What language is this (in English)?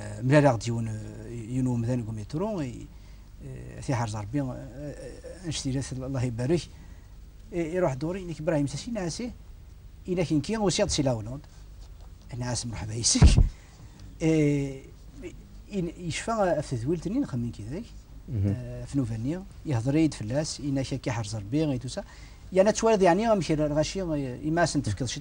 Kabyle